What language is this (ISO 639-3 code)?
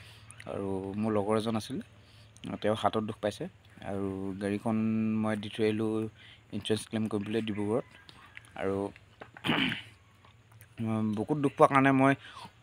asm